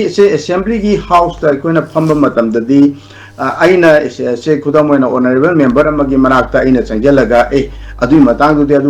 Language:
Manipuri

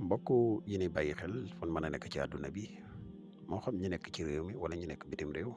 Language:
Wolof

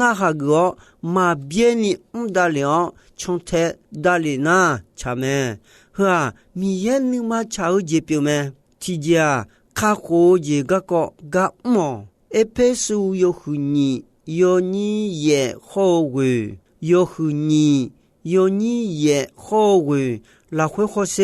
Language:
Akha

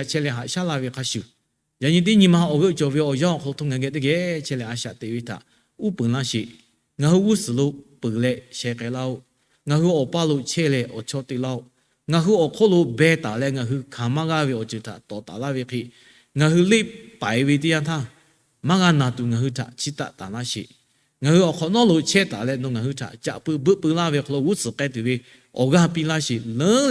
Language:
Lahu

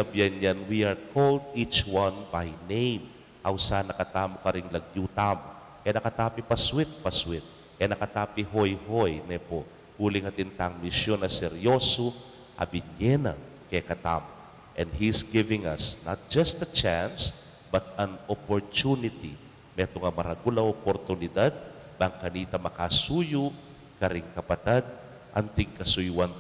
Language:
Pampanga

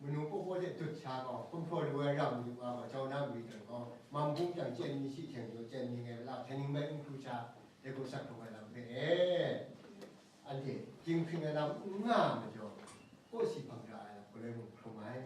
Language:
Kachin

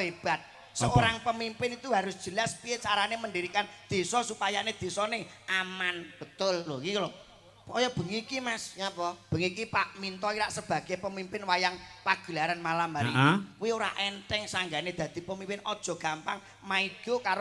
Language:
Javanese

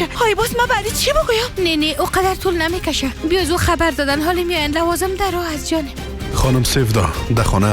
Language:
Persian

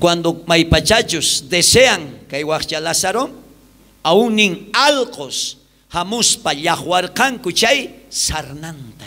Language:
South Bolivian Quechua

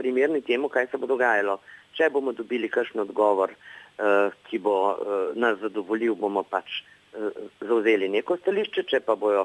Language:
Slovenian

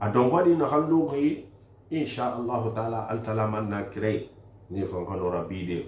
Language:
Susu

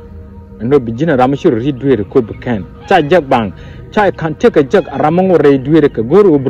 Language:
Nuer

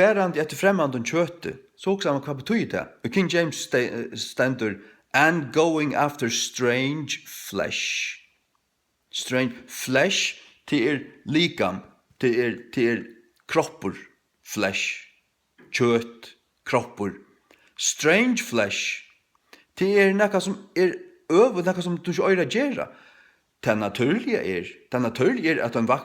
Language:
Faroese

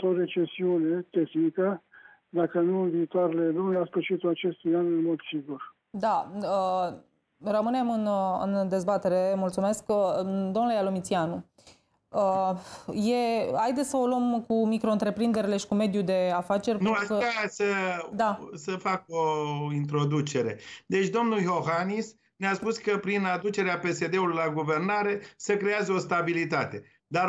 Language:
Romanian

